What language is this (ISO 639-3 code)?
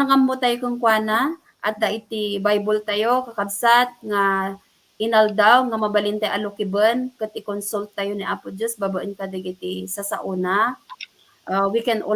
ilo